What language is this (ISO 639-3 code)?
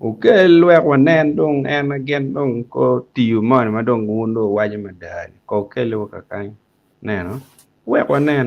ach